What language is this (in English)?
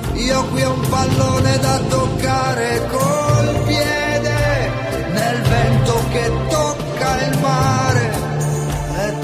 Italian